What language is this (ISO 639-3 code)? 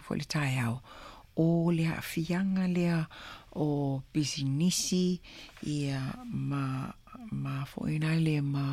smo